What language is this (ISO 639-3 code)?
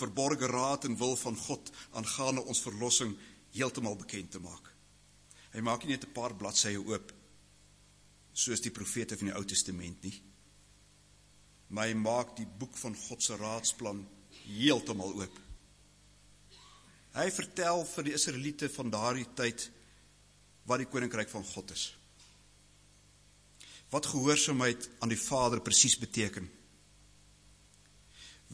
afr